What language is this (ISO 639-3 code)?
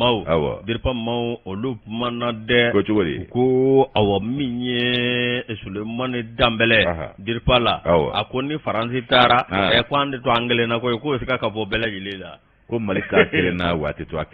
bam